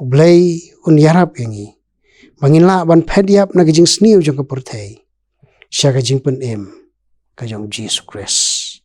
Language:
Khasi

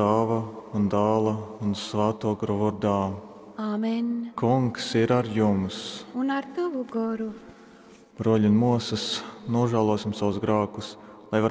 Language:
Latgalian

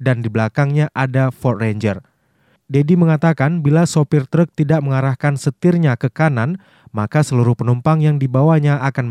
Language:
Indonesian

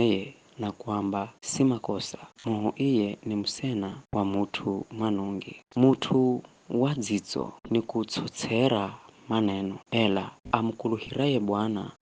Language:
Giryama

